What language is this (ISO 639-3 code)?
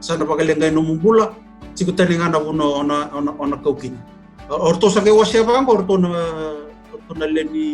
fij